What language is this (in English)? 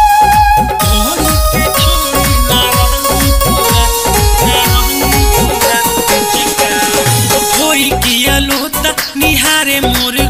Bhojpuri